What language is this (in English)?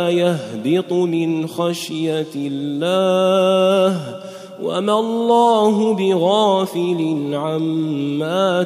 Arabic